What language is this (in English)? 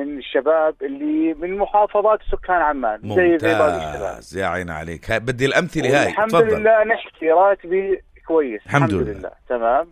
North Levantine Arabic